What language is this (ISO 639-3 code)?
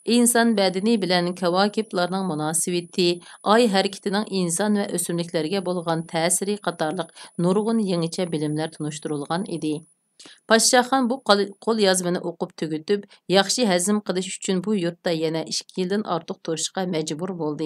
uig